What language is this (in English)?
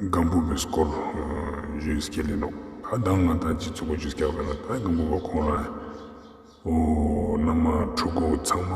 Ladakhi